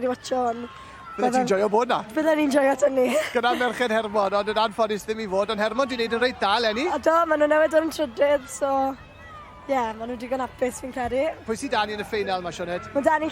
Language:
Welsh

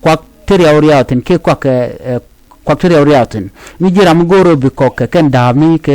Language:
Nuer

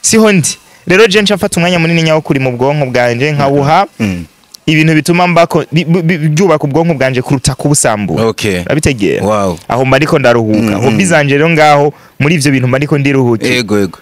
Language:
Rundi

